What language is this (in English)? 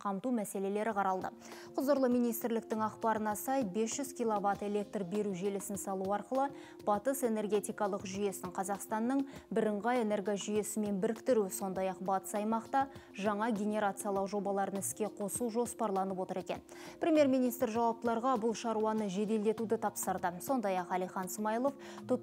Kazakh